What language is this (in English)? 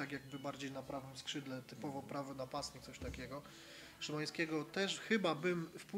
Polish